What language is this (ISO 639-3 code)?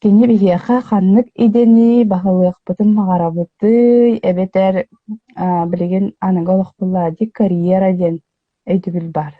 sah